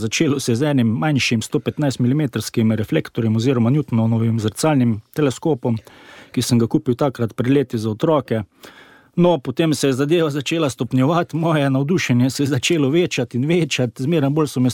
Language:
Slovenian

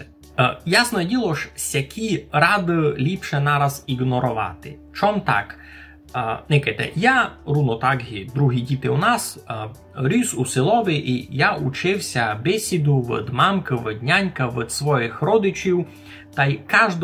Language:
Rusyn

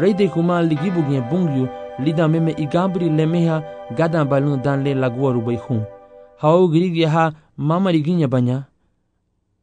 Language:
Garifuna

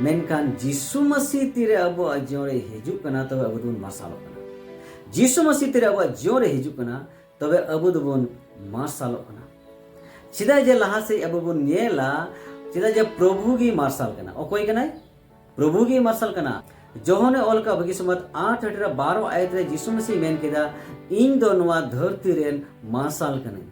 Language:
Santali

